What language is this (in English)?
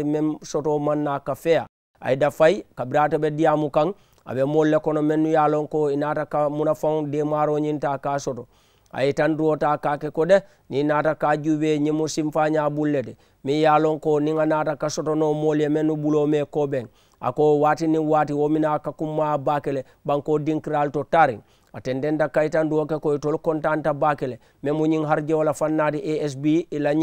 Mandingo